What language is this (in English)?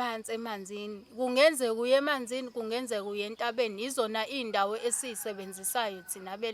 Zulu